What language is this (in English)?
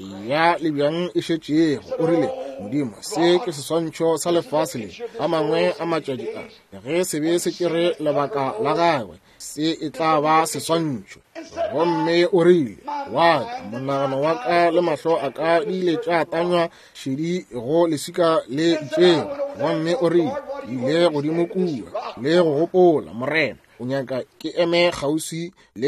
Northern Sotho